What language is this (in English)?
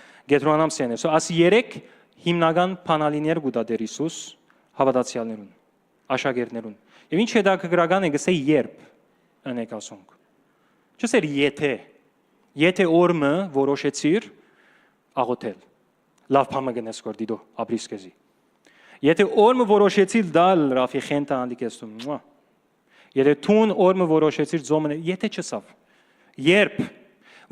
Western Armenian